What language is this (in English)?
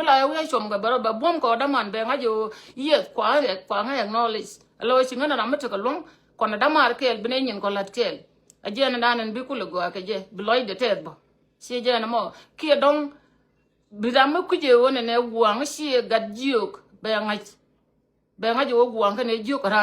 Nuer